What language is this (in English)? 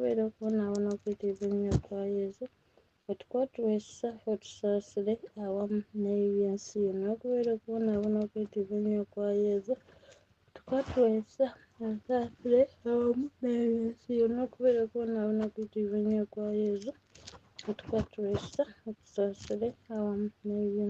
Ganda